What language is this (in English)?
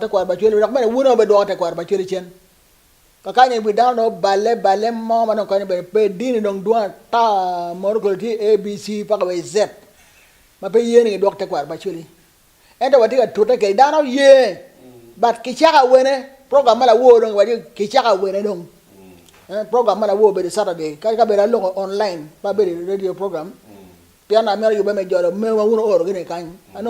Acoli